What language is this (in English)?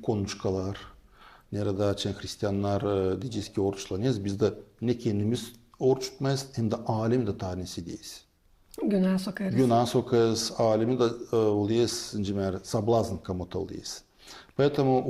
Gagauz